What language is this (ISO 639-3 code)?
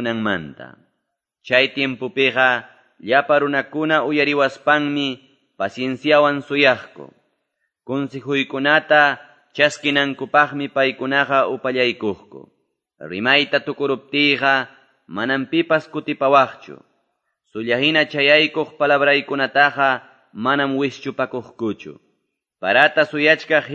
que